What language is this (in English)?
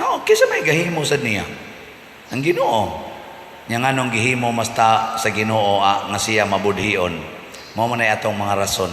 Cebuano